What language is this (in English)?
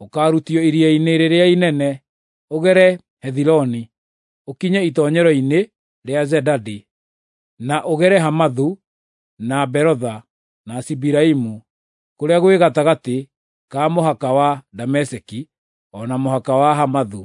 Kikuyu